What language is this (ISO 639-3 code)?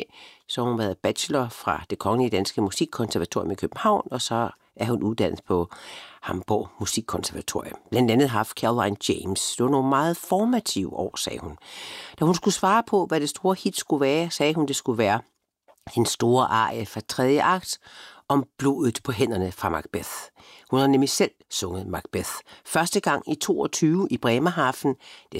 dan